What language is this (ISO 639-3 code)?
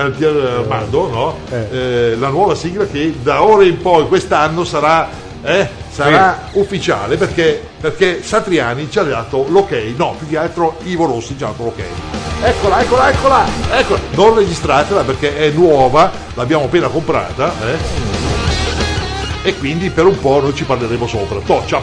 ita